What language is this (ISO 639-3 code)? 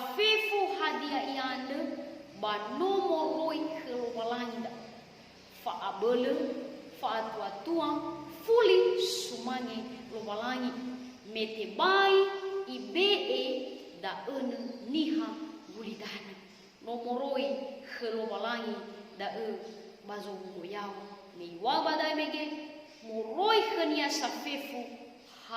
nia